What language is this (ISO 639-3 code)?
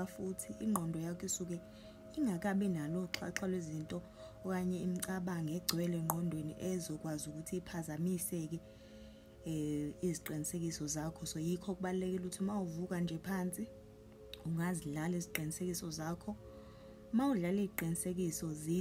zul